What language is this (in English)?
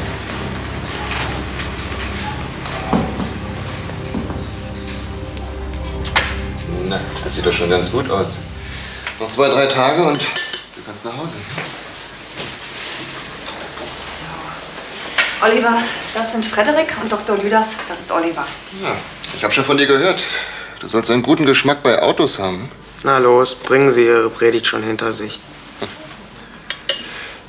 German